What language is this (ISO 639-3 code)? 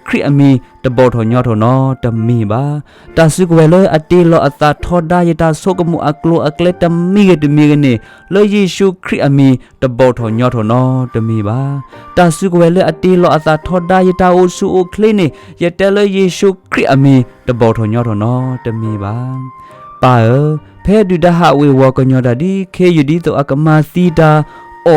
ksw